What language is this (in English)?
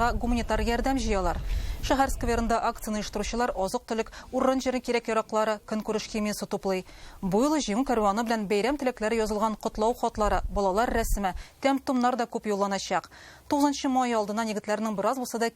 Tatar